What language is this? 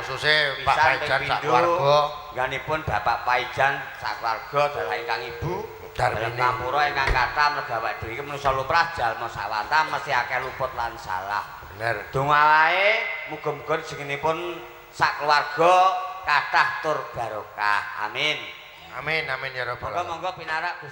Javanese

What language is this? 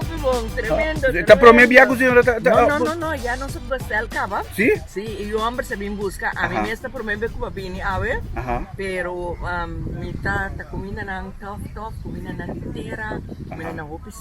Papiamento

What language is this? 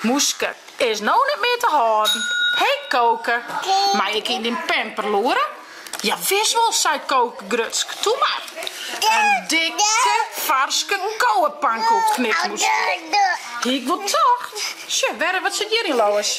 Western Frisian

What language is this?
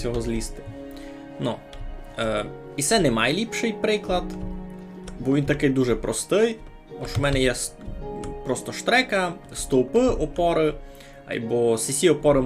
Rusyn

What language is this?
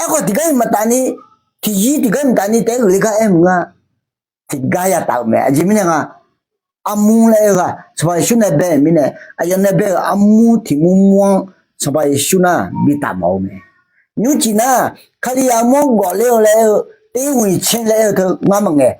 Akha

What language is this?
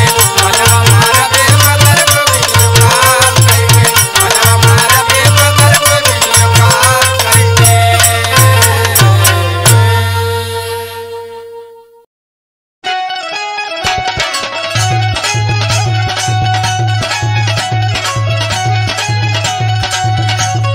Bhojpuri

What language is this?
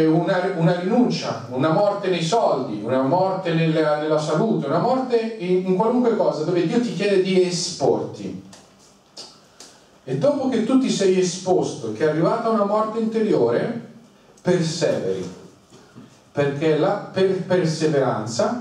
Italian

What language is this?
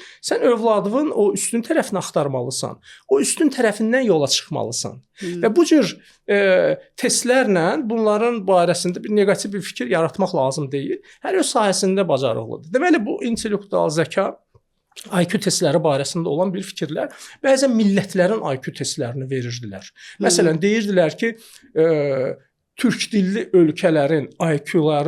Azerbaijani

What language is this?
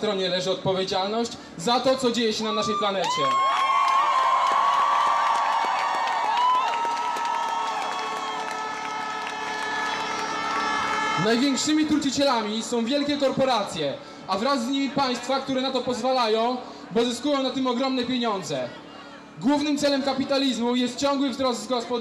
Polish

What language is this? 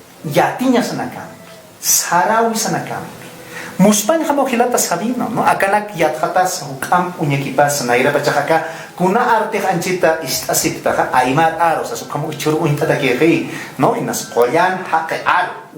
Aymara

